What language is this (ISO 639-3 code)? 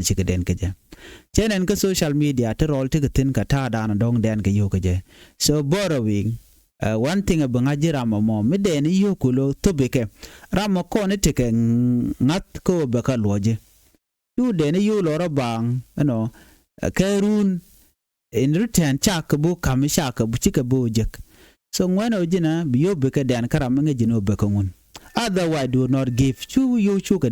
nus